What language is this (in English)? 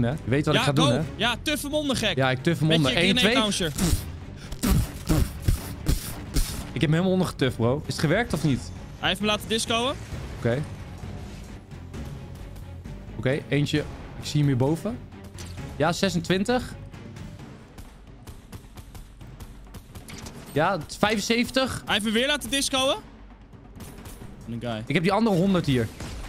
Dutch